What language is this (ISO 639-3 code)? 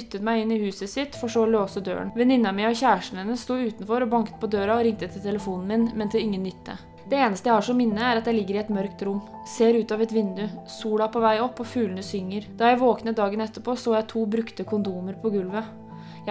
nor